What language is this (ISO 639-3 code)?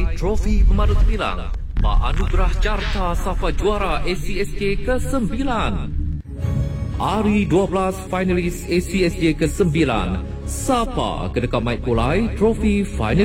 iba